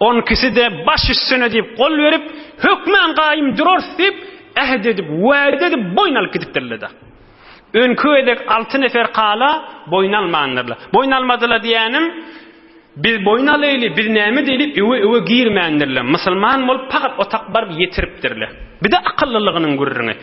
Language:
Turkmen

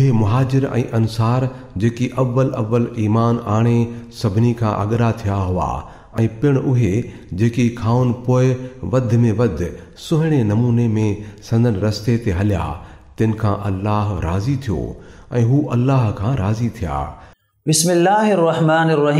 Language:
Sindhi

